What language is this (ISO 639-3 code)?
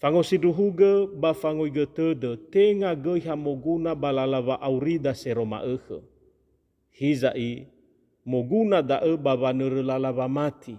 nia